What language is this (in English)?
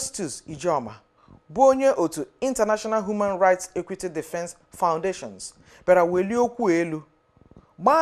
Igbo